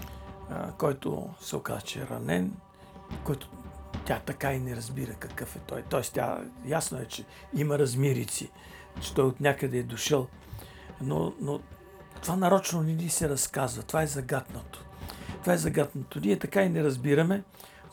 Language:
Bulgarian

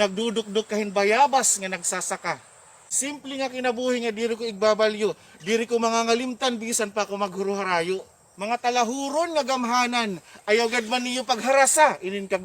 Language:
Waray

